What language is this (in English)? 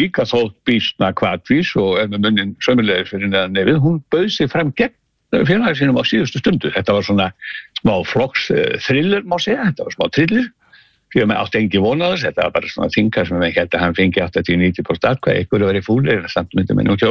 Icelandic